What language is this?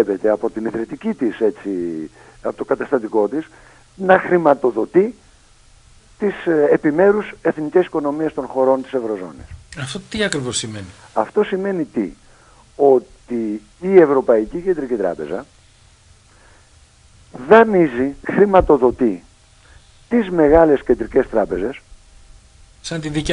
Greek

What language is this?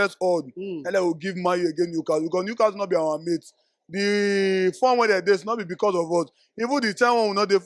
Nigerian Pidgin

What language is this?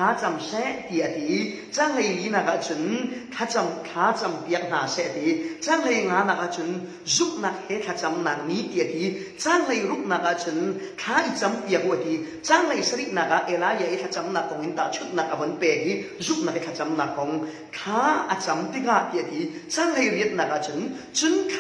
Falam Chin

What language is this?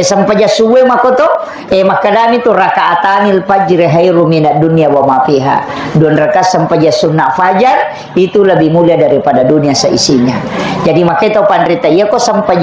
Buginese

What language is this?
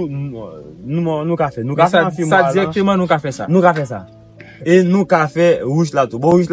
Haitian Creole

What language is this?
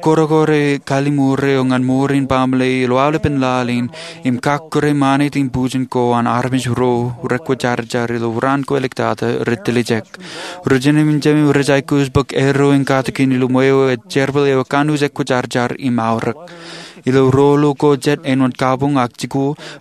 Marshallese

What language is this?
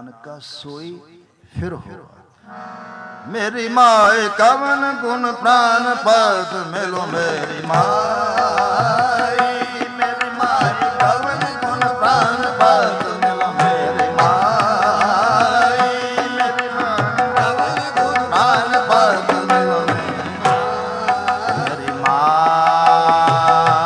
Punjabi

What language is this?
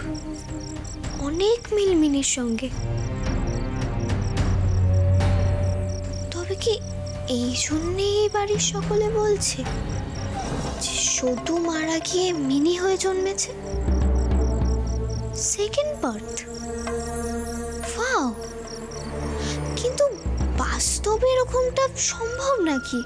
Bangla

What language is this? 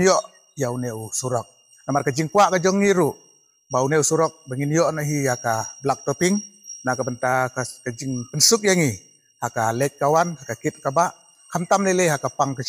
Khasi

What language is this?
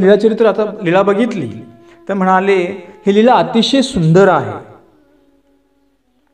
Marathi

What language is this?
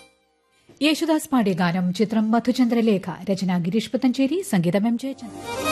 Malayalam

